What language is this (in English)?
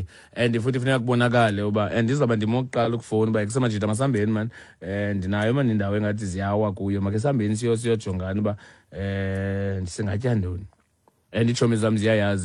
Xhosa